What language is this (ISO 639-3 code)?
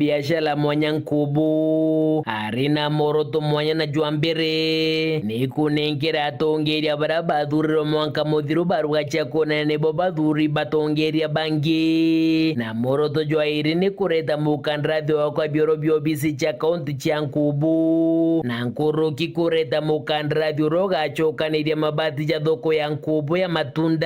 mer